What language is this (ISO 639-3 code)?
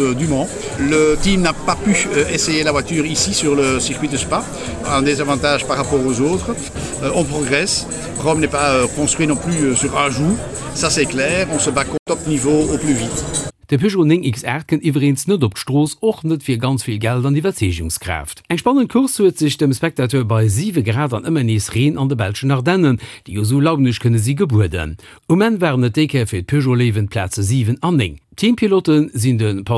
ltz